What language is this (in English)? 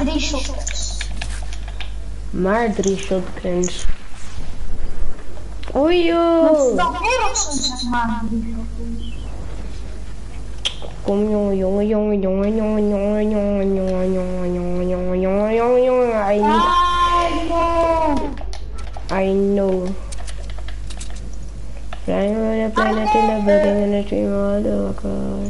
Dutch